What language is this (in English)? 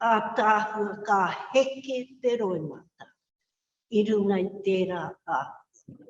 Māori